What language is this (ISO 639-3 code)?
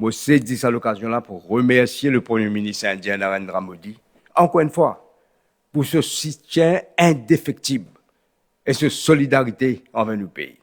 mfe